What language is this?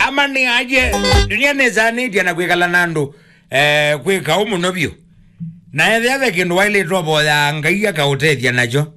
Kamba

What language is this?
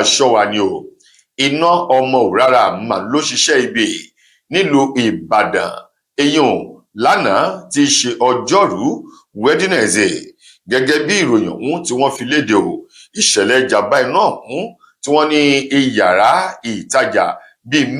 Yoruba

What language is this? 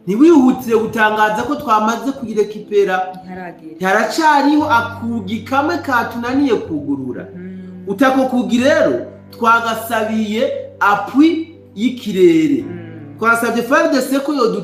Rundi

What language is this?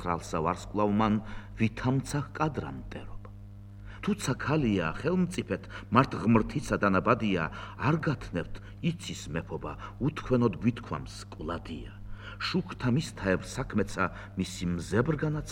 Georgian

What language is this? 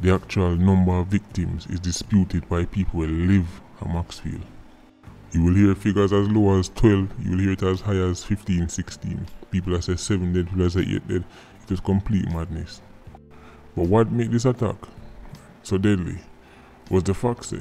Jamaican Creole English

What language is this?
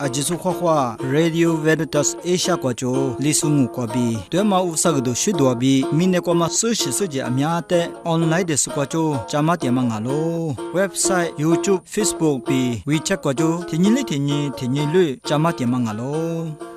Lisu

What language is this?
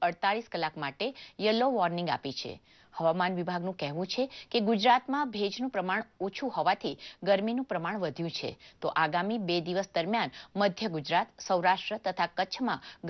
Gujarati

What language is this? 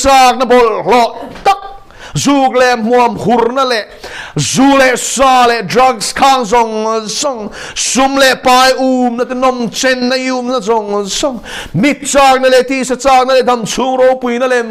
Mizo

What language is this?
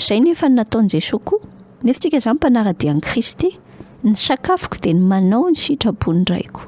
Malagasy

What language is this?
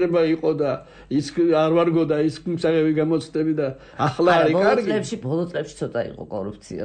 Georgian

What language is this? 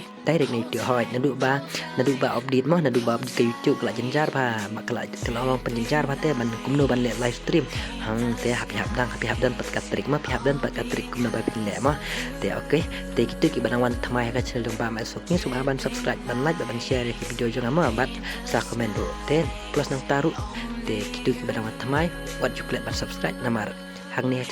Khasi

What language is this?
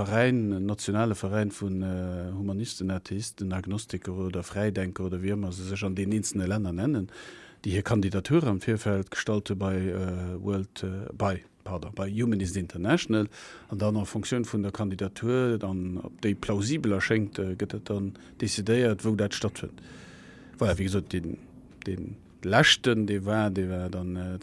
Luxembourgish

